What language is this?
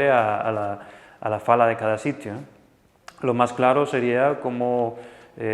Asturian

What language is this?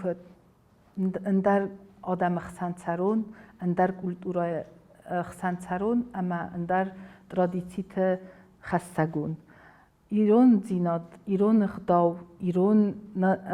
Ossetic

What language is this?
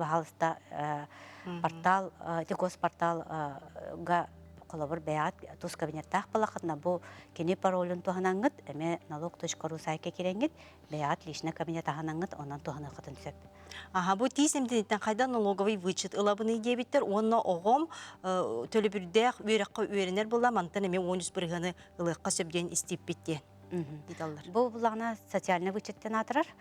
Yakut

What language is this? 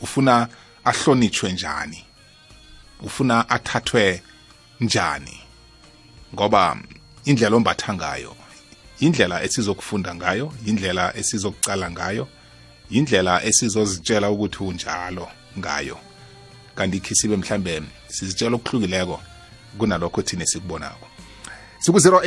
South Ndebele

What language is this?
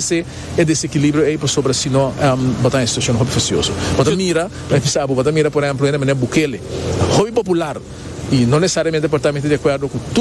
Papiamento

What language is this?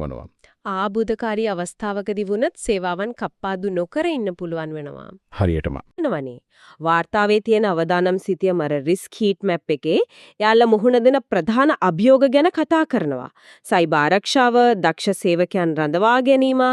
Sinhala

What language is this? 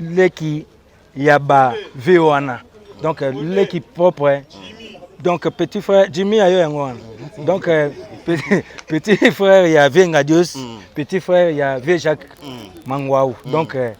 Lingala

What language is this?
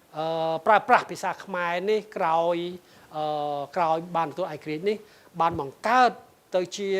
Khmer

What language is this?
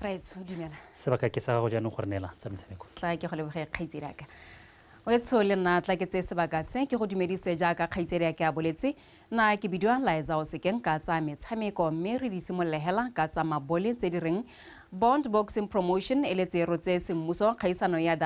Tswana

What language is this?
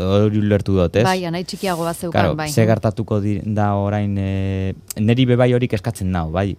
Basque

